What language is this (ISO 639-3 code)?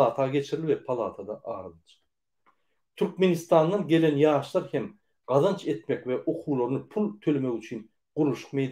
tuk